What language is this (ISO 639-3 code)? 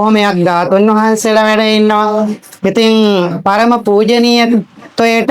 sin